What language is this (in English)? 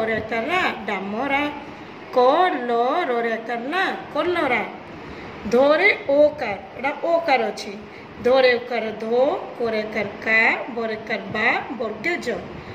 Odia